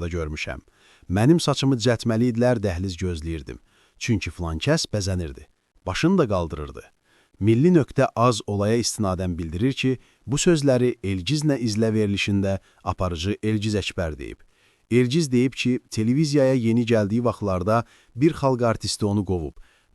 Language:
Azerbaijani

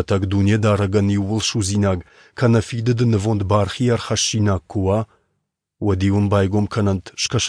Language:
Ossetic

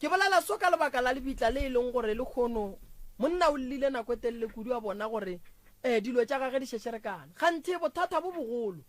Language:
Northern Sotho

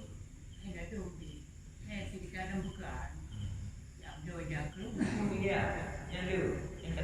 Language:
Achinese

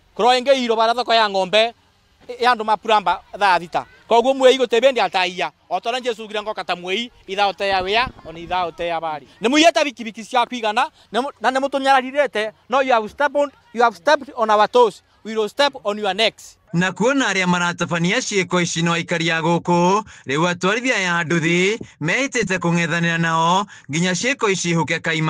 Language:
Kikuyu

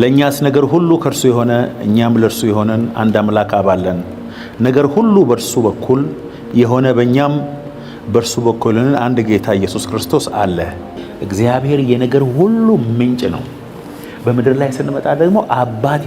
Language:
Amharic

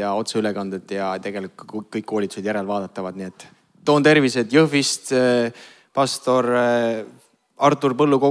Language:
Estonian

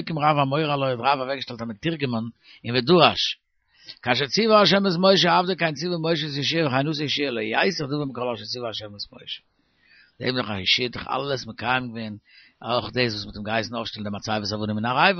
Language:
Yiddish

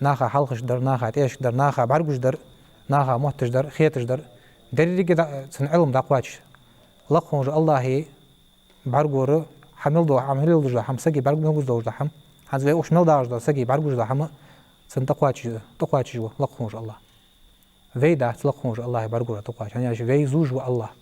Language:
Ingush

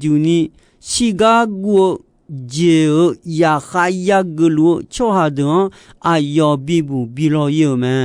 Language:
Akha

